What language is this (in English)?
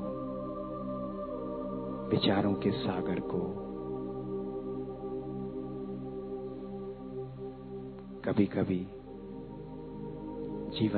Hindi